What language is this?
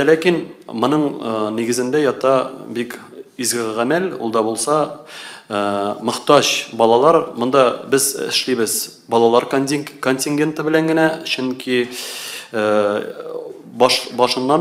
Tatar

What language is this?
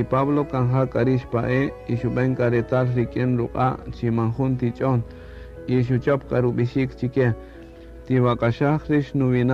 Kaqchikel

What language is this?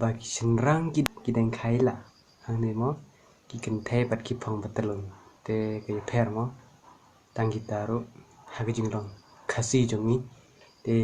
Khasi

